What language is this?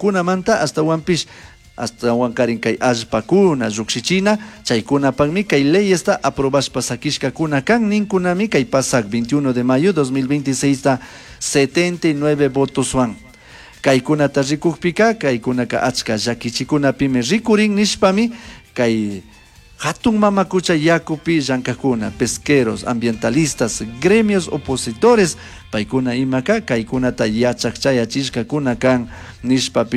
Chimborazo Highland Quichua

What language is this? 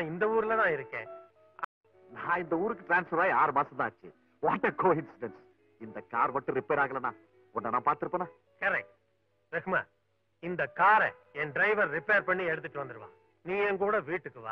Tamil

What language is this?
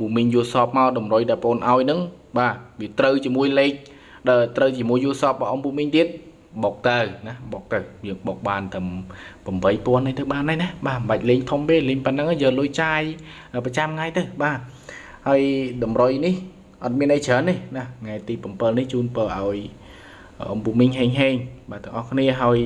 Khmer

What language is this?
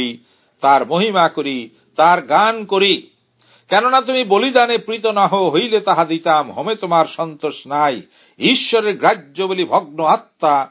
Bangla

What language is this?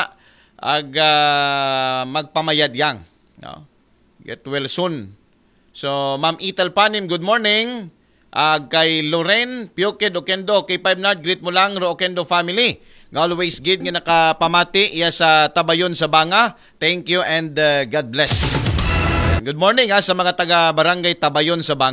Aklanon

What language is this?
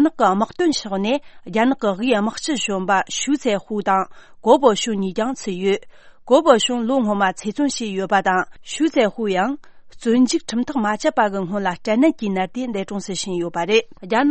Tibetan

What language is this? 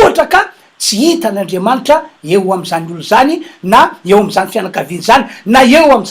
Malagasy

